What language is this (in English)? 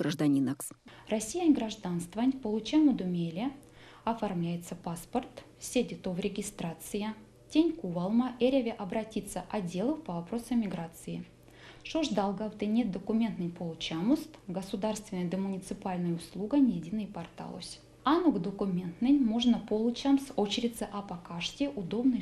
Erzya